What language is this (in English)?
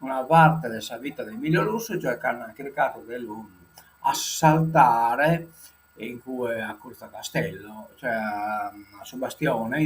Sardinian